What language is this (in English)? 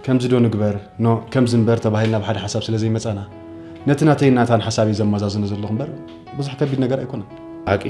Tigrinya